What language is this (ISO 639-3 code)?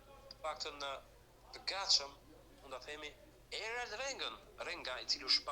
sqi